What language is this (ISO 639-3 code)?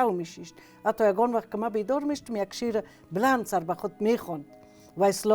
tgk